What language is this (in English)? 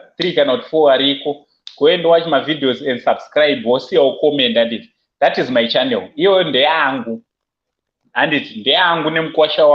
Shona